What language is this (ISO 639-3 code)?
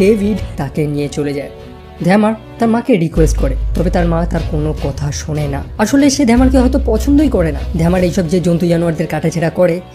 ben